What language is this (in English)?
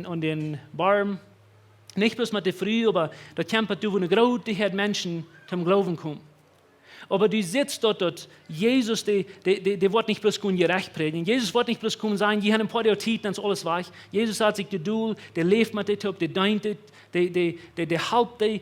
Plautdietsch